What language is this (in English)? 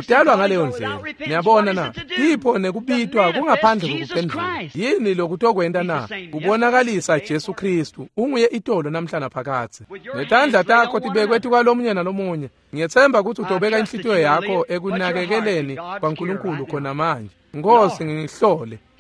Swati